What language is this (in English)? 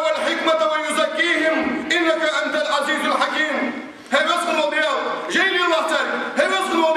Ingush